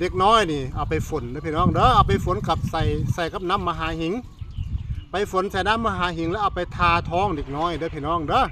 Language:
Northeastern Thai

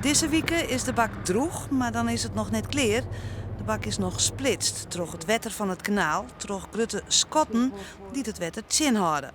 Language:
Western Frisian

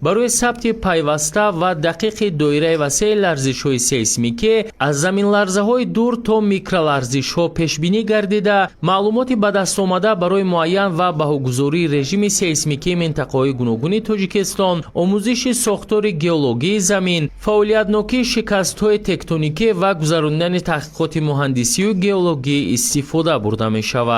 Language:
Tajik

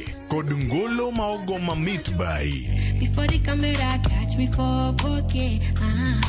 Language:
Luo (Kenya and Tanzania)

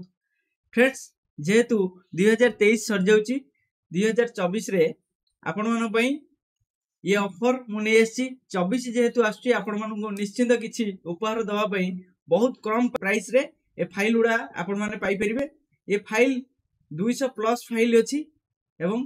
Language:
Odia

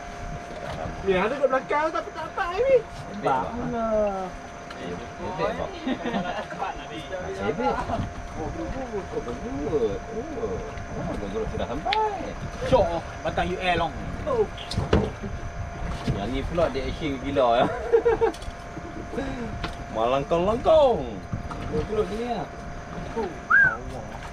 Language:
Malay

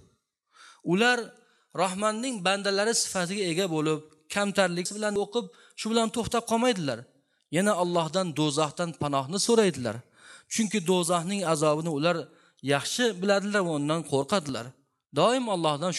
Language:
Uzbek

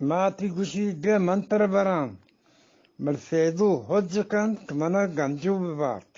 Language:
Eastern Balochi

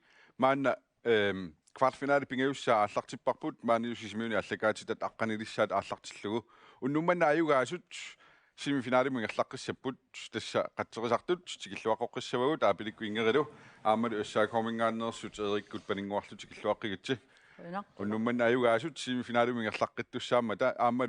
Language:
Kalaallisut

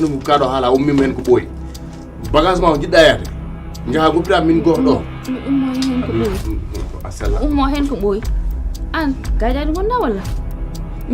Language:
Fula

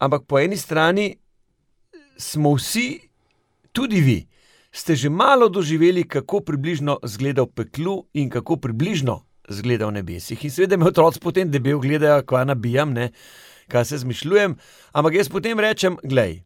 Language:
Slovenian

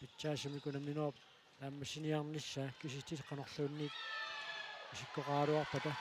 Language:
Kalaallisut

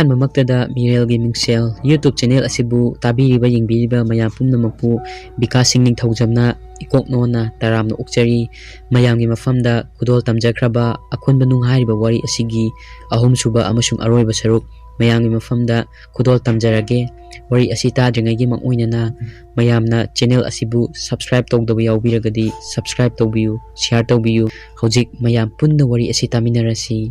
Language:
Manipuri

